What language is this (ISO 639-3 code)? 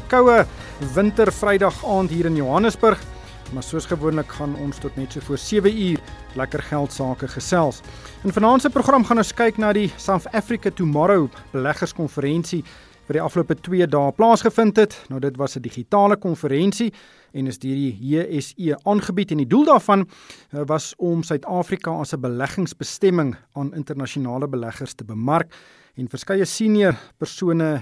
afr